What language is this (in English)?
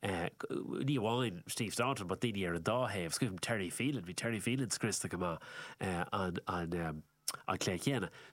Irish